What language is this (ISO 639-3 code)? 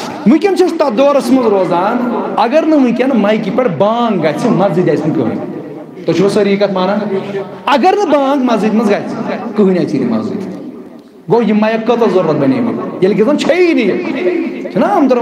kas